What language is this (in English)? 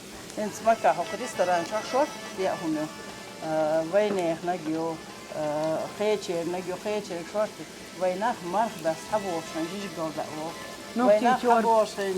Chechen